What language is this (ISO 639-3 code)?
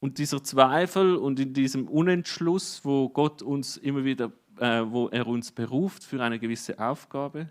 gsw